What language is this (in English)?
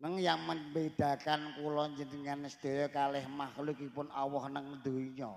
Javanese